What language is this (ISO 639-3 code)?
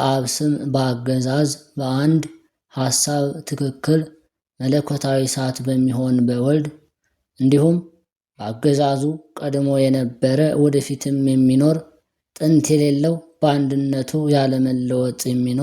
amh